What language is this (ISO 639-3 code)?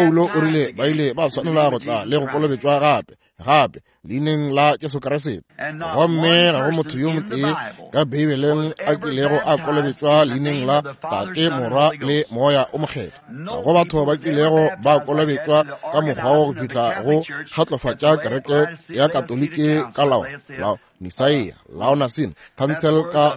nso